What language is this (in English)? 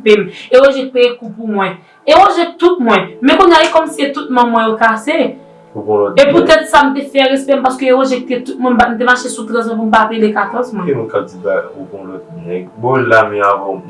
Haitian Creole